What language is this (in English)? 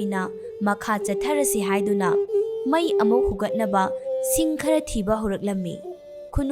Manipuri